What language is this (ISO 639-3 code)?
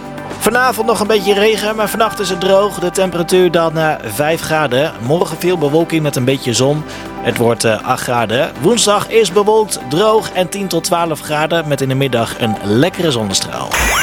nld